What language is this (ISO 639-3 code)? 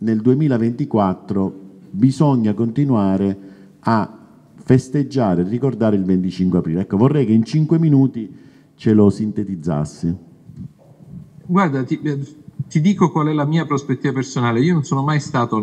ita